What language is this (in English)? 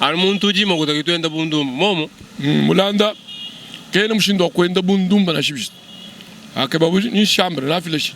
Luba-Lulua